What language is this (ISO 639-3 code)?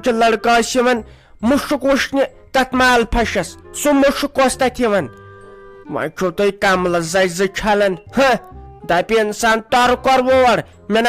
kas